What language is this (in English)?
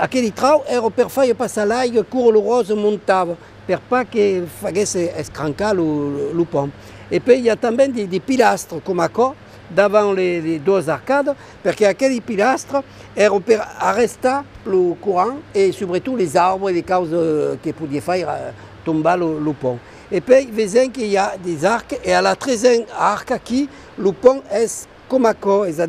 Occitan